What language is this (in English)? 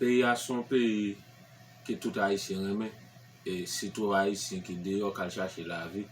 Haitian Creole